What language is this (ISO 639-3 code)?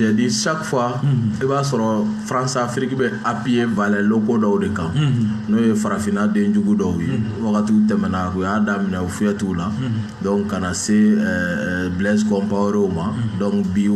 bam